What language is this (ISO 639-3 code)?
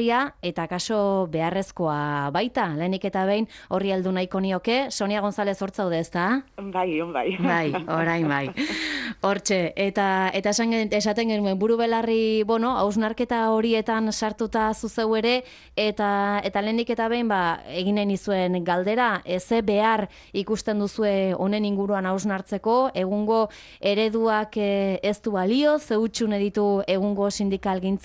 eus